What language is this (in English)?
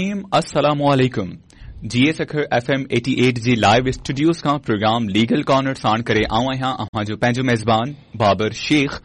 Sindhi